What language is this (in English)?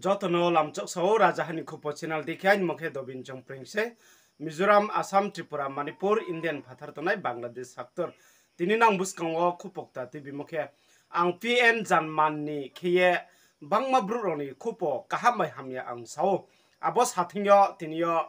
Riang (India)